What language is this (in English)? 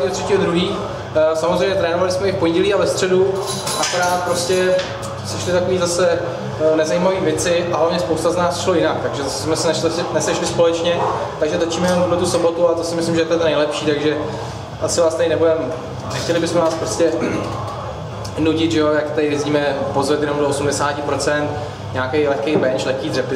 Czech